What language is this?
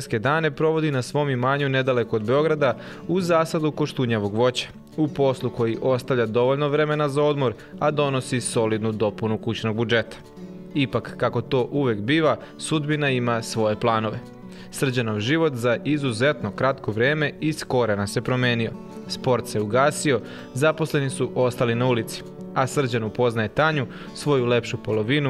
Serbian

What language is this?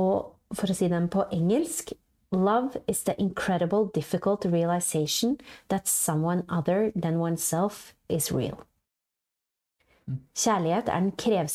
Norwegian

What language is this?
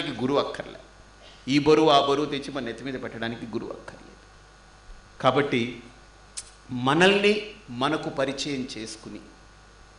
Telugu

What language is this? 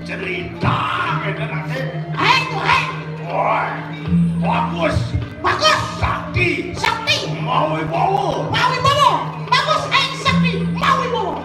Balinese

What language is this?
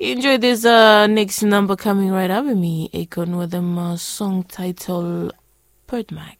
Bislama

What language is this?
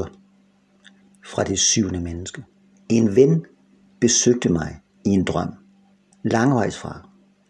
Danish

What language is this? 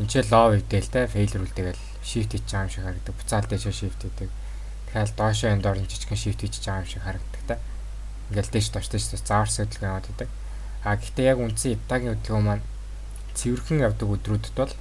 Mongolian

